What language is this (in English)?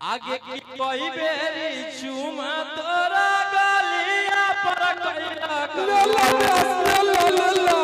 Magahi